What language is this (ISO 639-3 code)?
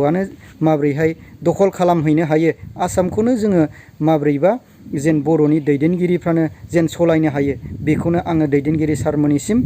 brx